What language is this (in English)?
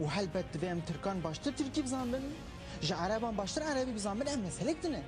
Kurdish